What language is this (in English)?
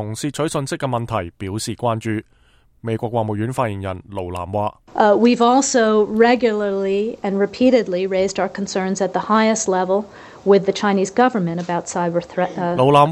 Cantonese